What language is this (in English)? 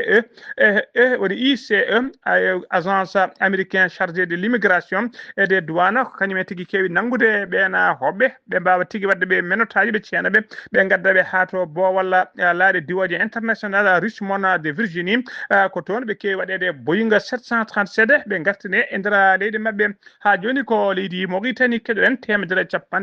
Fula